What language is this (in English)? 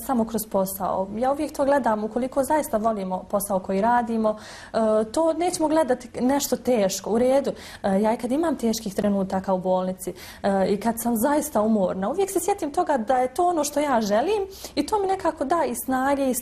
Bosnian